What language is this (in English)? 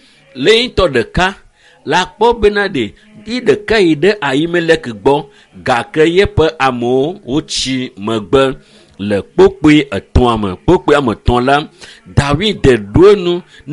Ewe